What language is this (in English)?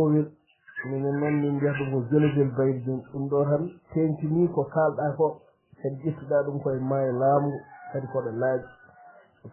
Fula